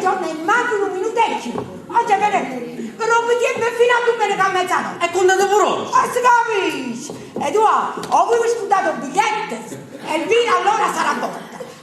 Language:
Neapolitan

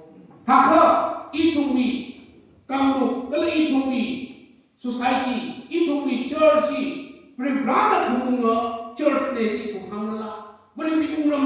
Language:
Tangkhul Naga (India)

